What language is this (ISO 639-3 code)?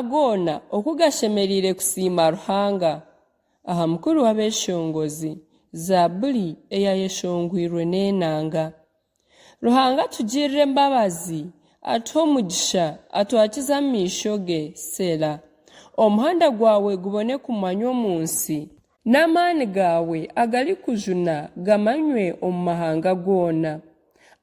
nyn